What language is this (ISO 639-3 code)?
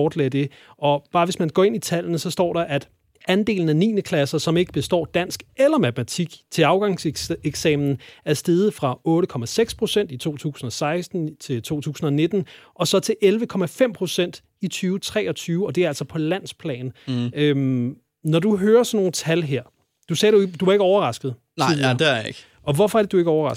dan